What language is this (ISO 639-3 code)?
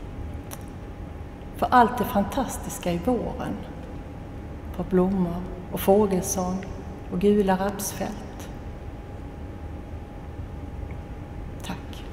swe